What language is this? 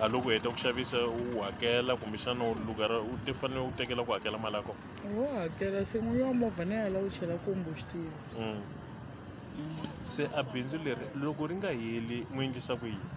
Tsonga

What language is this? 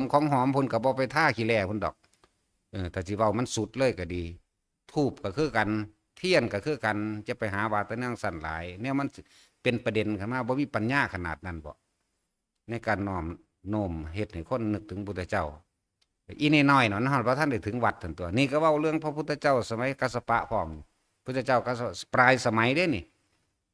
Northeastern Thai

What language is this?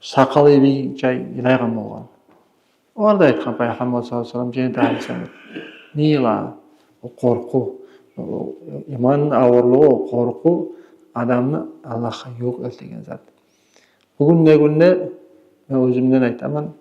Kumyk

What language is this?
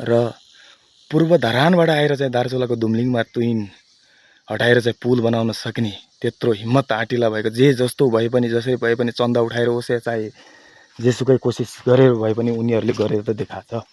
Nepali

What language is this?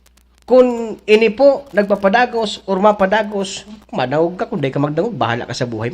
Bikol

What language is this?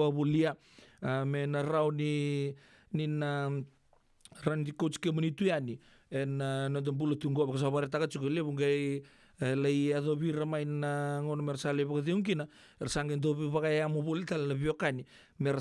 Fijian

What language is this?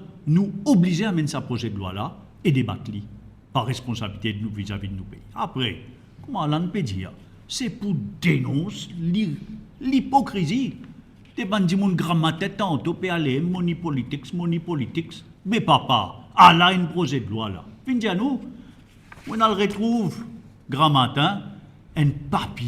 Morisyen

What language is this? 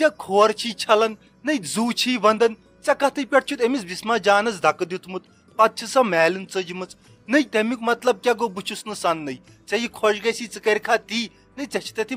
Kashmiri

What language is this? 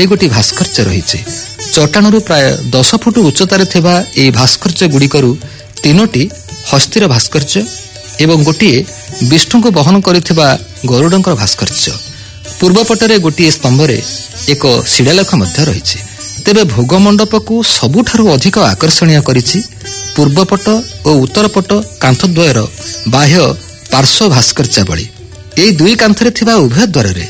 Odia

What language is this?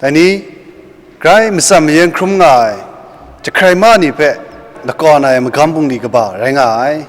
Kachin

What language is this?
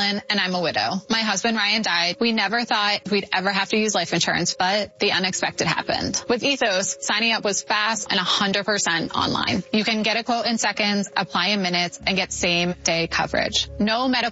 English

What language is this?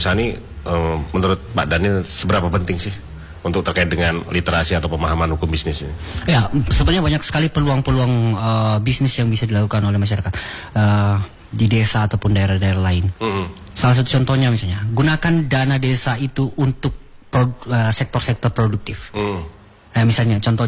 Indonesian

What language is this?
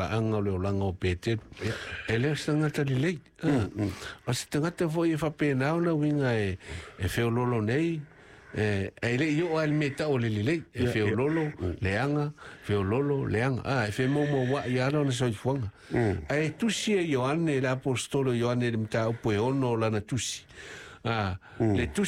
Samoan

